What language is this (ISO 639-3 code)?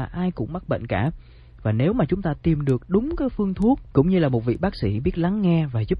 vie